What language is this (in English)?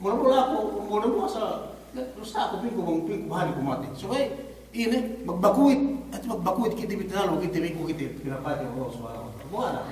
Yakan